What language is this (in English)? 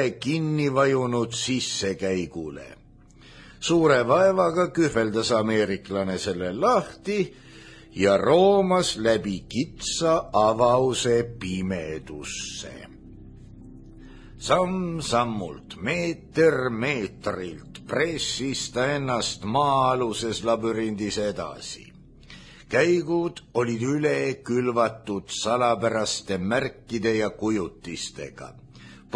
Estonian